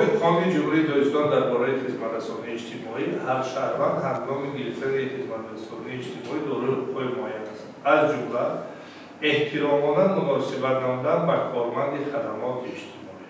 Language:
Tajik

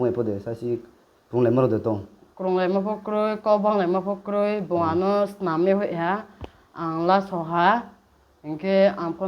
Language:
Riang (India)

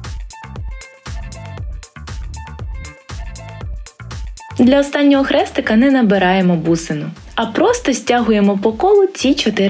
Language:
Ukrainian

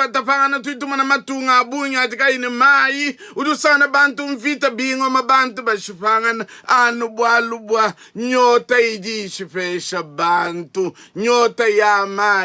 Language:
Luba-Lulua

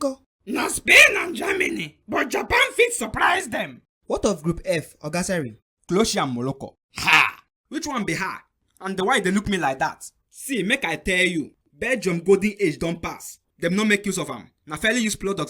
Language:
Nigerian Pidgin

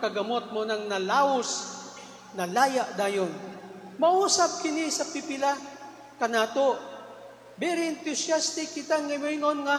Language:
Cebuano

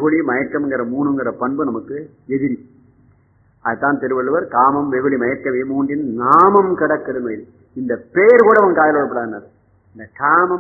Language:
Tamil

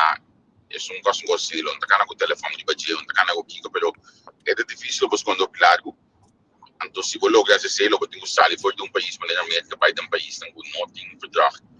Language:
Papiamento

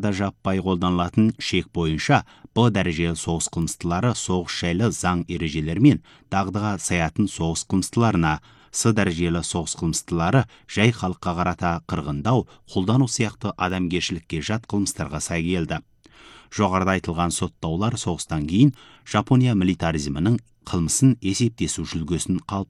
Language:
Kazakh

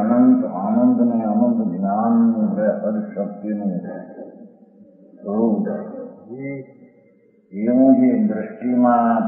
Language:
Gujarati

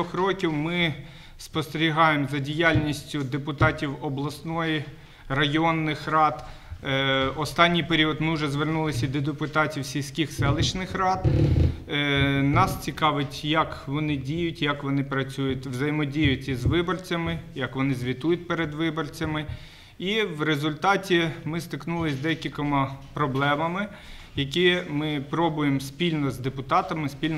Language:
Ukrainian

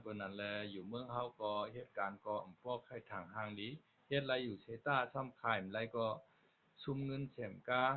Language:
Shan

